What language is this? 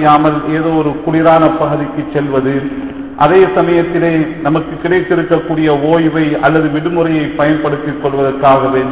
Tamil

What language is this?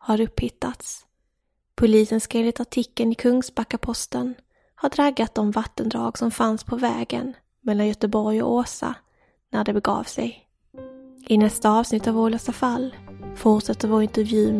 Swedish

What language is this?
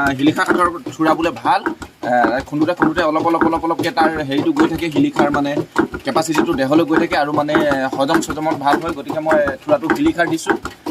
Assamese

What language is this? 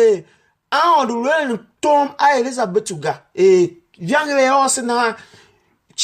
Tiv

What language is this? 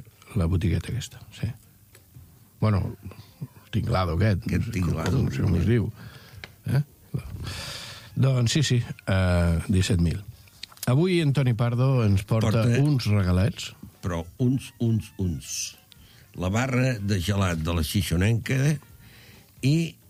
Catalan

